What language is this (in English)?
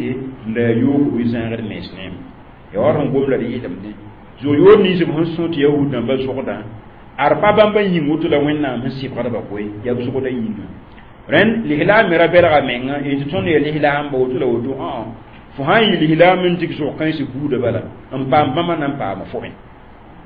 Mossi